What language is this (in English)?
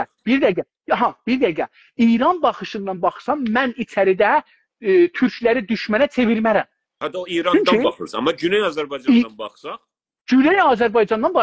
South Azerbaijani